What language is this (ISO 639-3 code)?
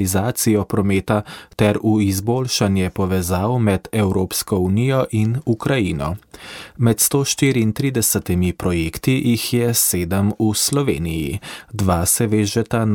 slv